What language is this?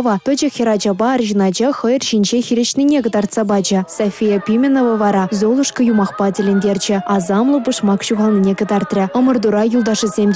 Chuvash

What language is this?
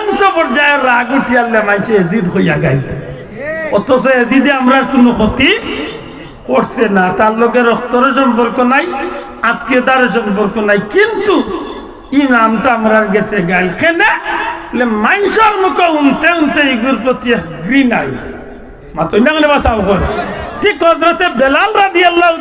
Sylheti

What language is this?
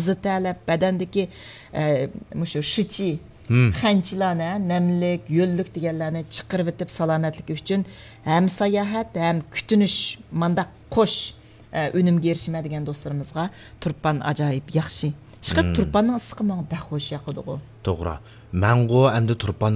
Uyghur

